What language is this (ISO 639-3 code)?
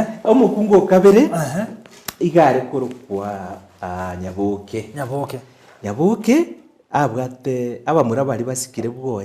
guz